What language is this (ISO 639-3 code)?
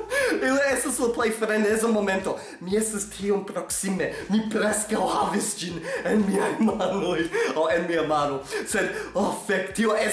epo